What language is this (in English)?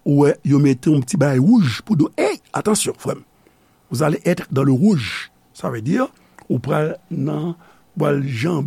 Haitian Creole